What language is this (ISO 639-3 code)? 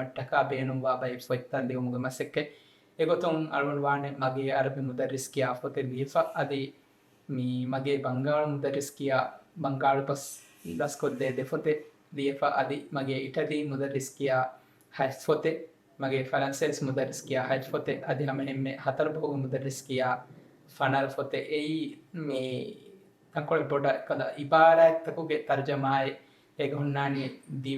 div